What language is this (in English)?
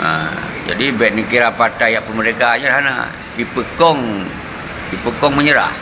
Achinese